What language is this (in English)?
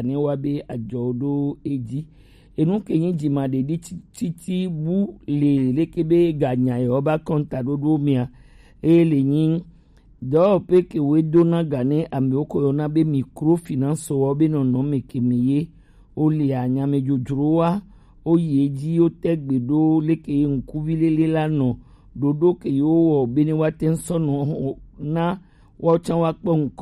Gen